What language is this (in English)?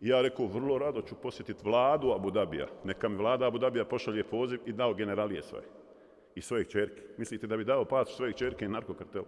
Bosnian